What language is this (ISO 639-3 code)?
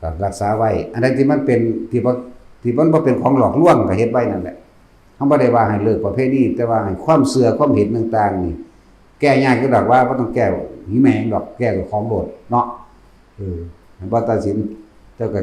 tts